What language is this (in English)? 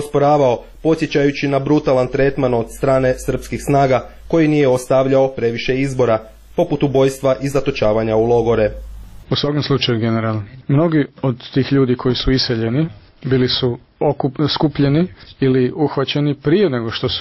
Croatian